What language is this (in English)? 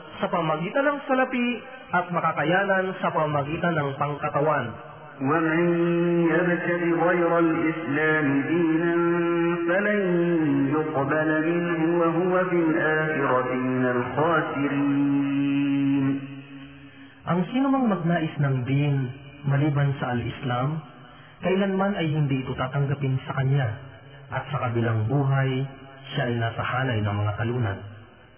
Filipino